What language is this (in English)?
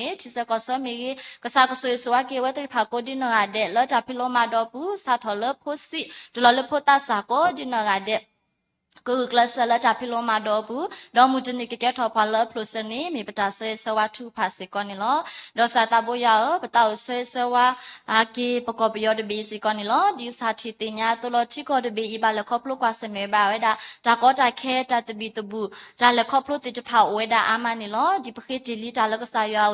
S'gaw Karen